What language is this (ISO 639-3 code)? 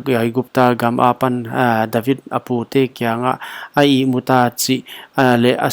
pck